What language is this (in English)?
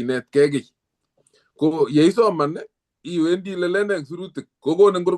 Kalenjin